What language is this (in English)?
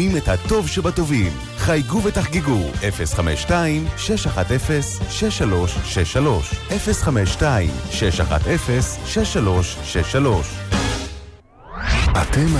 Hebrew